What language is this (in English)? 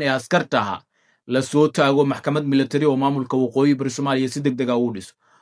Somali